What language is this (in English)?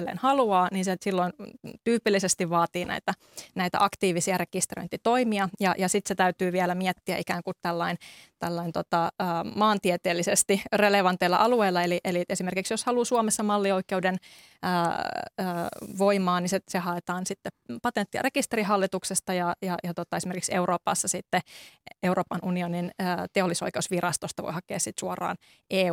Finnish